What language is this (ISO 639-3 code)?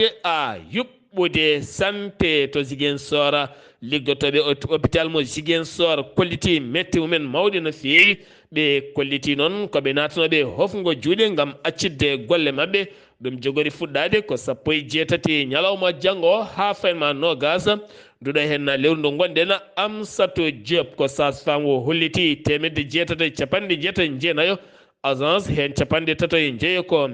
ful